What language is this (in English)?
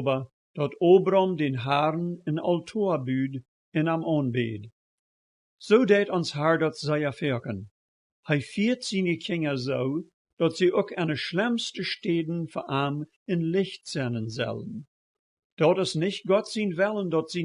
Plautdietsch